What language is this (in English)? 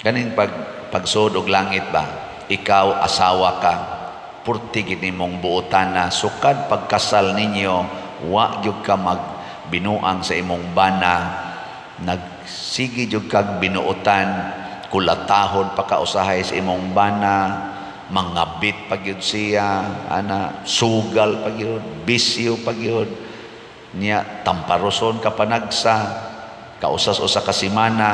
Cebuano